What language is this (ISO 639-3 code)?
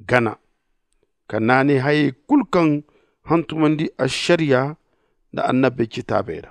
dje